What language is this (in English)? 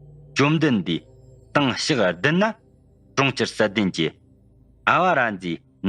Tibetan